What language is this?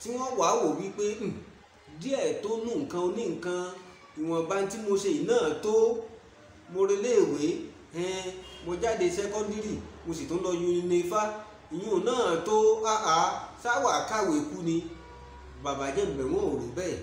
Yoruba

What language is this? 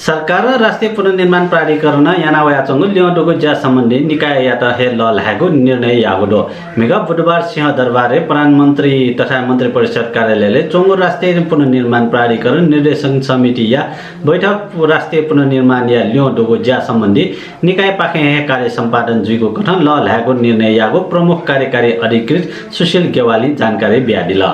Newari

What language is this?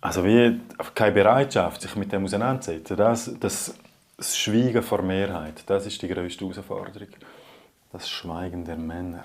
Romansh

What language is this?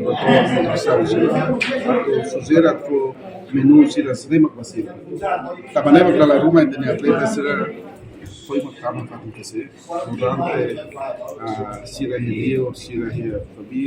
Tetum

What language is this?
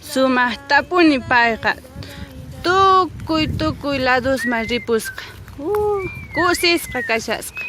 Quechua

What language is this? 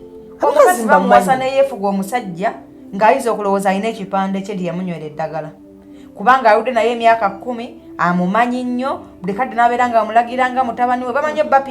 Ganda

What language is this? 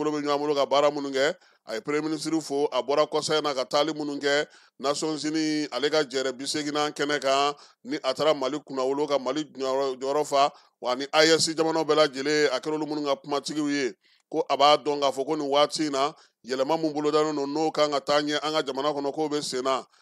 Bambara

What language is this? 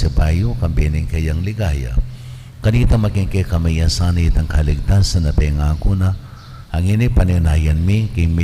Pampanga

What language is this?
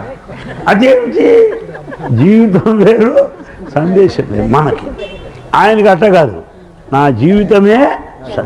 Telugu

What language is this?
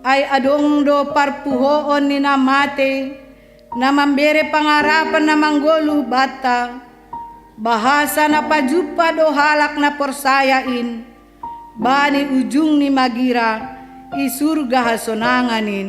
Batak Simalungun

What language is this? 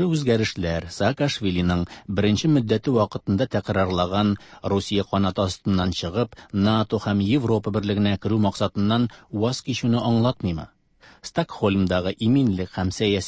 Tatar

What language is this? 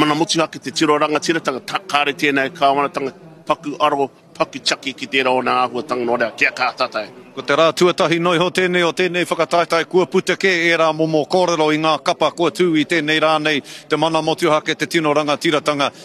Māori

